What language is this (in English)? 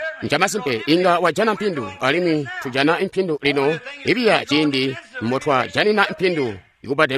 Tonga (Zambia)